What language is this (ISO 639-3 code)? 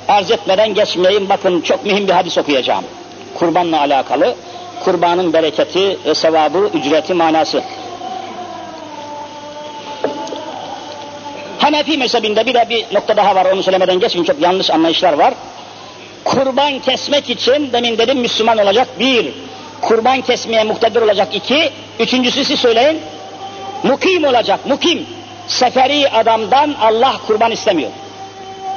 tur